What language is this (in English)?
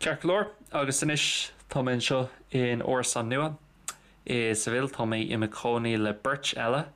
Irish